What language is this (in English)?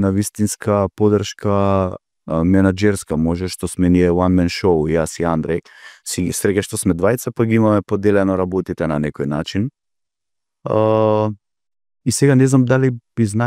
Macedonian